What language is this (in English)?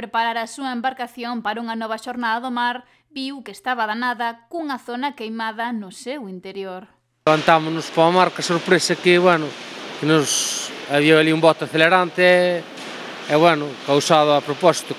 Galician